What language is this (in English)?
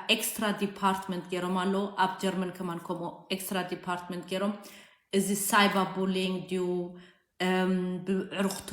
Tigrinya